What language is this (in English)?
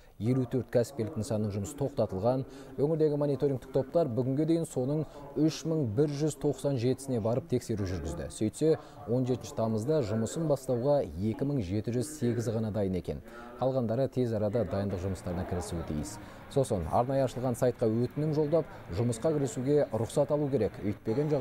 Kazakh